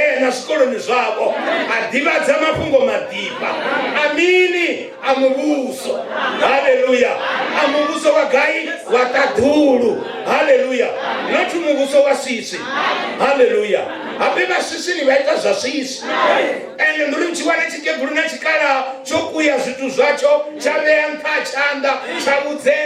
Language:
Venda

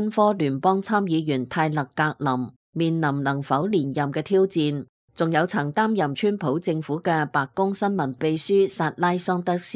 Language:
Cantonese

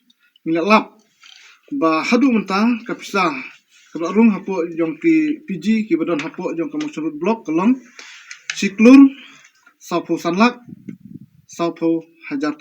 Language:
Khasi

